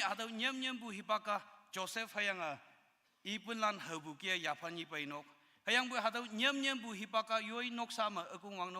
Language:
Konyak Naga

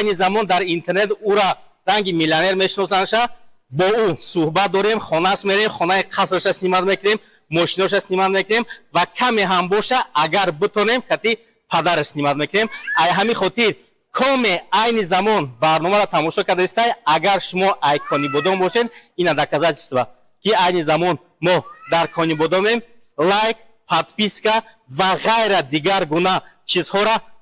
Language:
Tajik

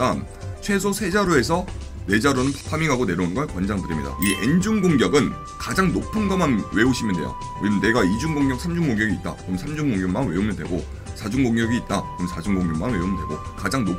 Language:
Korean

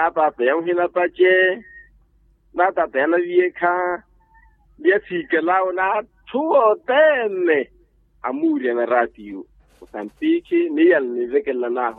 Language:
Makhuwa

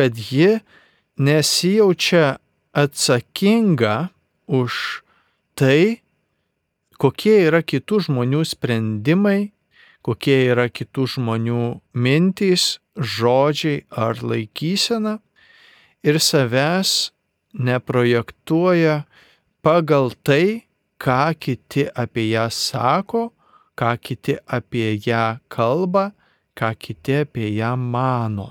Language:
Lithuanian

